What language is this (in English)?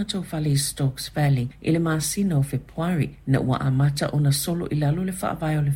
Samoan